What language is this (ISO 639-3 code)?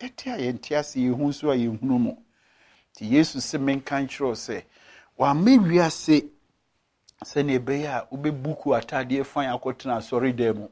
aka